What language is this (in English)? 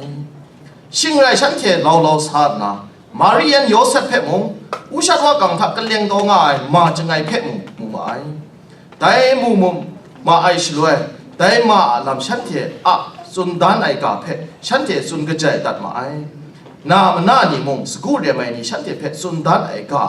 Kachin